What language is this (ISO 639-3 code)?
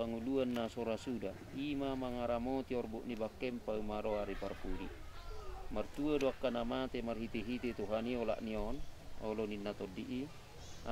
bbc